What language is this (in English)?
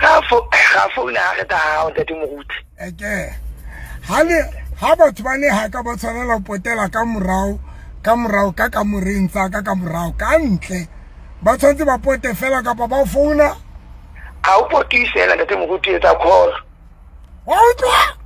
Southern Sotho